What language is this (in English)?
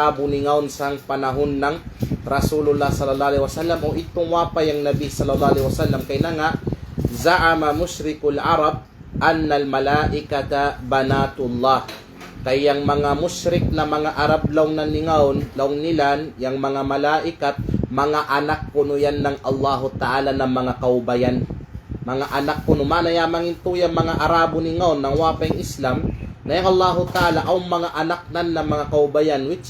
Kalagan